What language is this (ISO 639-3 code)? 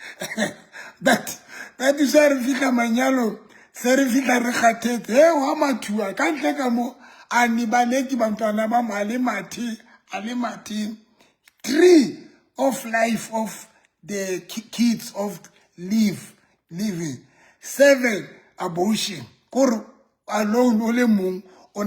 sot